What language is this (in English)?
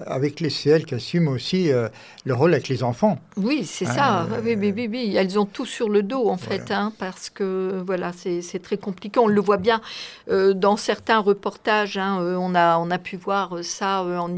French